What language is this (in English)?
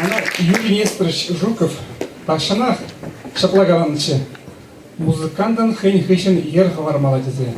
Chuvash